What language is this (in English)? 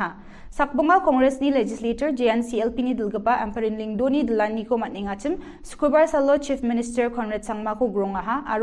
Garo